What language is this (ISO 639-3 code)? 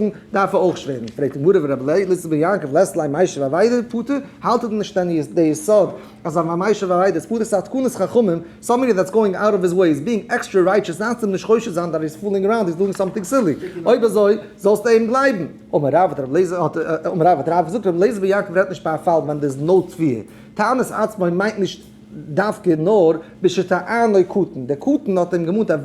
yid